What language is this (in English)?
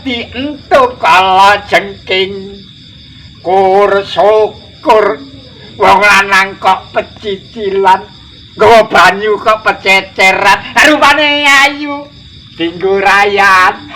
Javanese